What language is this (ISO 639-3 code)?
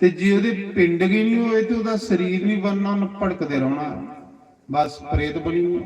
doi